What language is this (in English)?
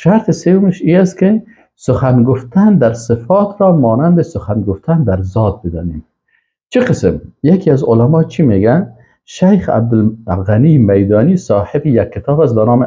Persian